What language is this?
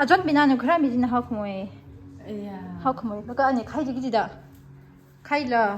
Tangkhul Naga (India)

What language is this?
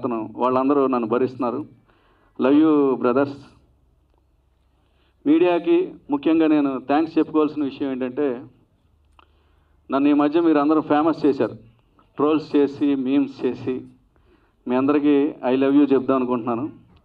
Telugu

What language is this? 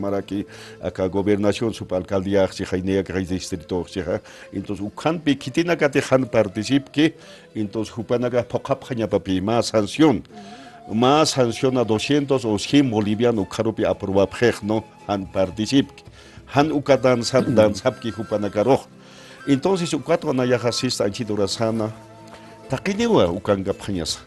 Aymara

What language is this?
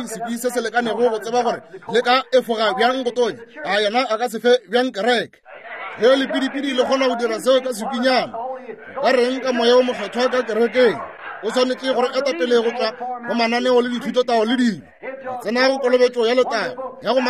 Northern Sotho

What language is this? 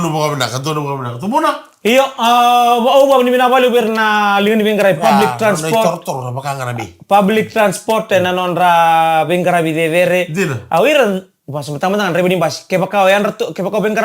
Fijian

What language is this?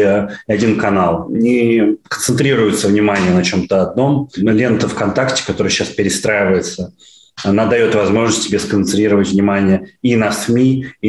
Russian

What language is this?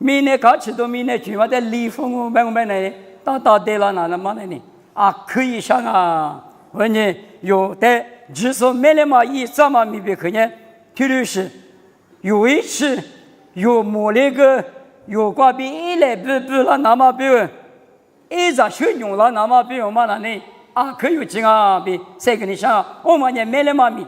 Lisu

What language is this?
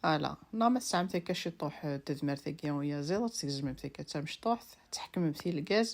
Kabyle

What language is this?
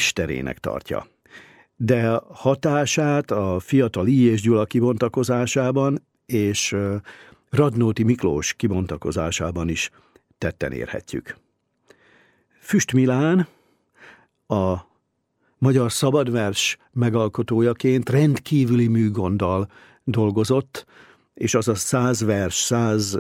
Hungarian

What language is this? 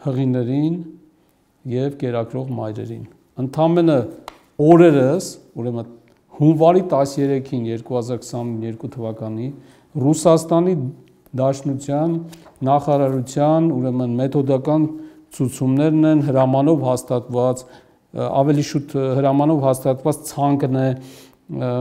Armenian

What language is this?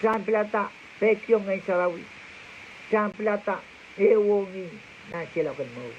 Pohnpeian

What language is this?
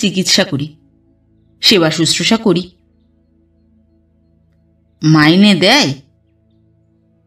Bangla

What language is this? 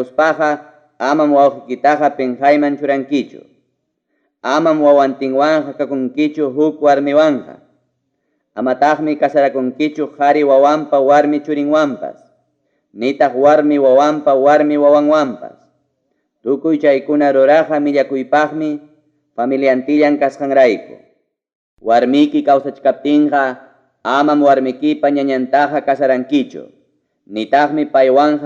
Ayacucho Quechua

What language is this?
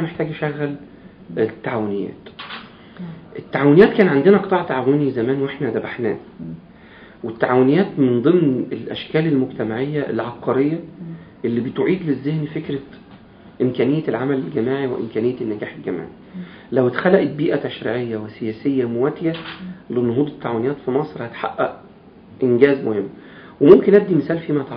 Egyptian Arabic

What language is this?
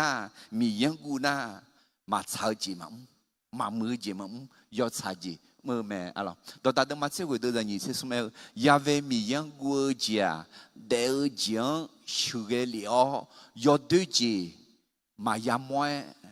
Akha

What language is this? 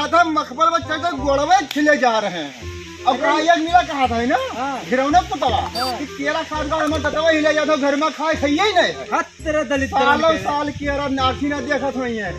Awadhi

